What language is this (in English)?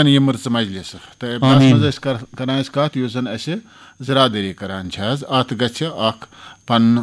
Kashmiri